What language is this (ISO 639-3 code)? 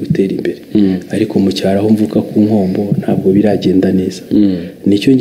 kin